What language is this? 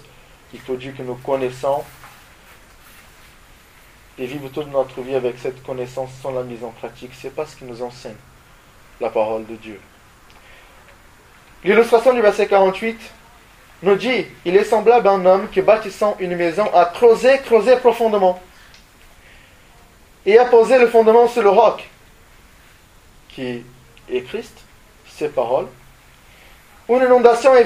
French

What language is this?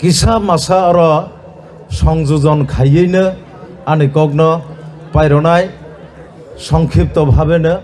Kok Borok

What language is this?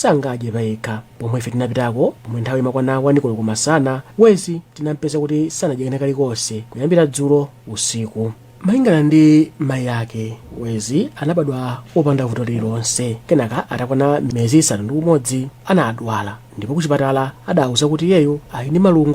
Nyanja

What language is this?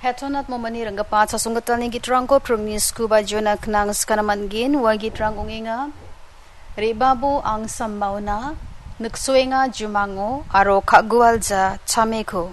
Garo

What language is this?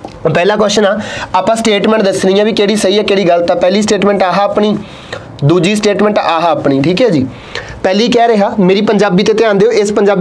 Punjabi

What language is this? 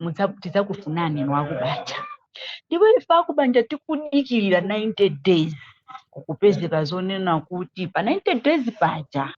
Nyanja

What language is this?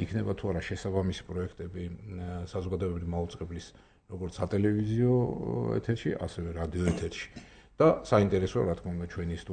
Georgian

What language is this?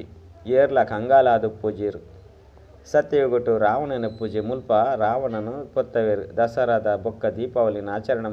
Tulu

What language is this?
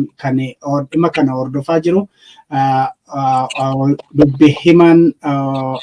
Oromo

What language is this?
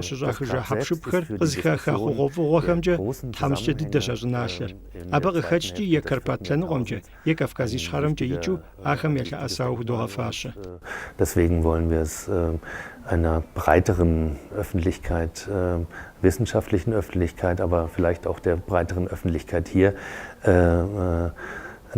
Kabardian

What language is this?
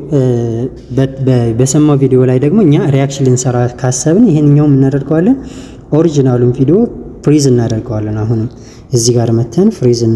Amharic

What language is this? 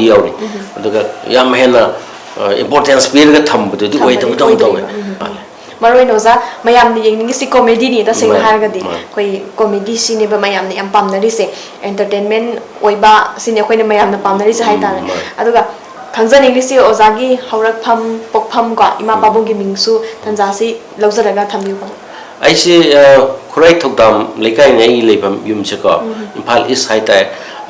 Manipuri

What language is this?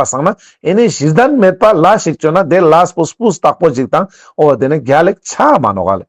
Ladakhi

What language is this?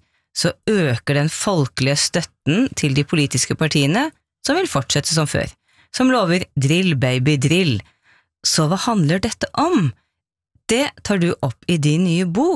Norwegian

